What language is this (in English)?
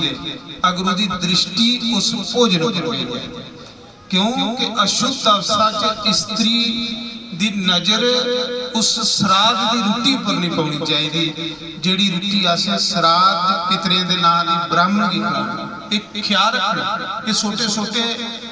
Dogri